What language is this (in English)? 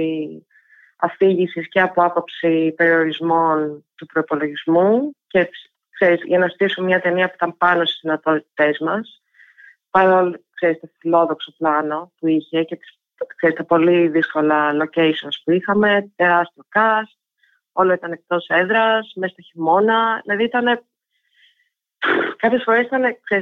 Greek